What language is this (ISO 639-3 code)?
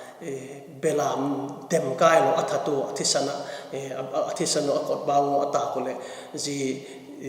vap